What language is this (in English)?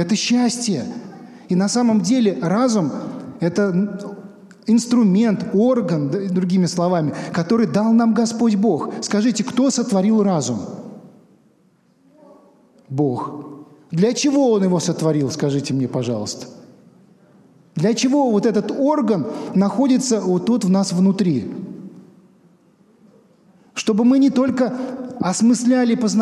Russian